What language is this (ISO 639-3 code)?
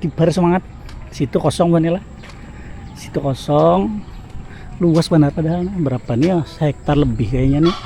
bjn